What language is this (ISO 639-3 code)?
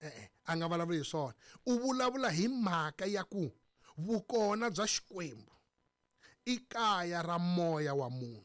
tso